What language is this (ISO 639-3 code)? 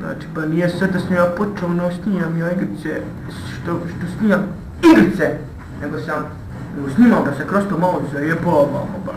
bos